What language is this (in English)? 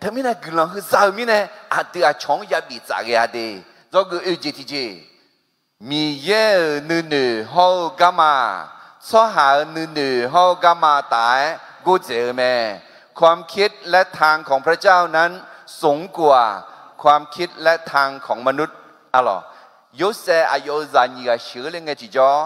Akha